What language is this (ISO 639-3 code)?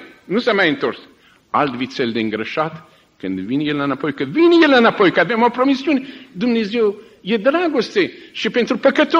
ron